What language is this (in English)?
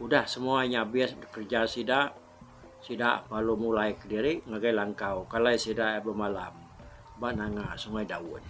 Iban